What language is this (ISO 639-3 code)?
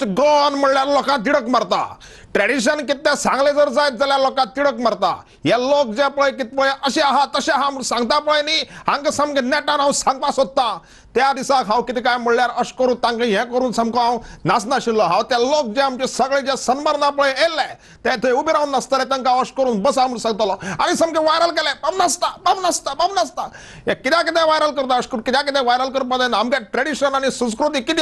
kok